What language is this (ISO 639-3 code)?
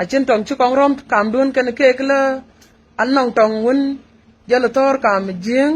nus